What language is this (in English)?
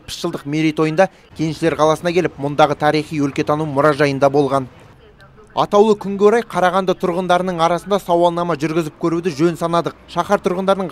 Kazakh